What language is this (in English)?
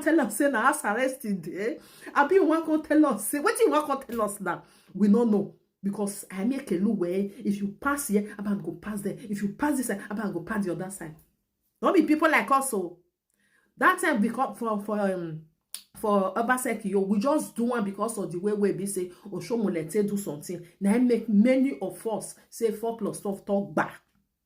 Nigerian Pidgin